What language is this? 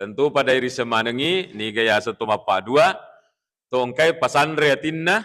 Buginese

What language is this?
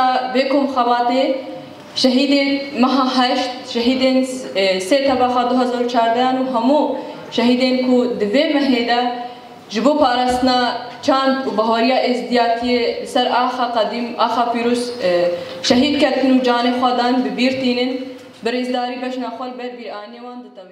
Kurdish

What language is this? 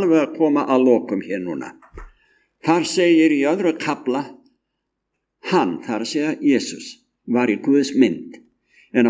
Icelandic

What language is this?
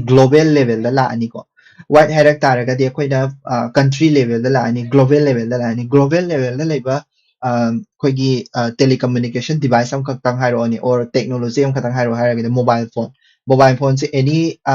Manipuri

